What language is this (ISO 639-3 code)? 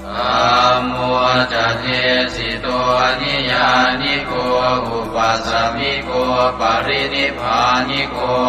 pli